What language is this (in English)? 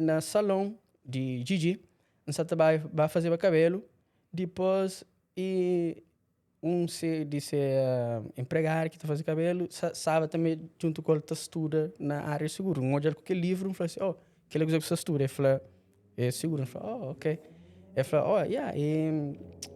Kabuverdianu